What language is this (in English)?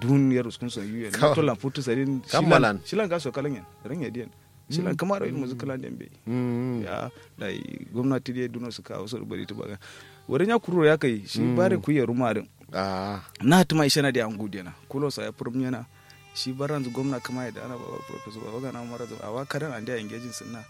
Kanuri